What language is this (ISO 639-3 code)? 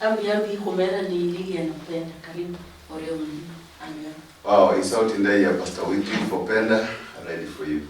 luy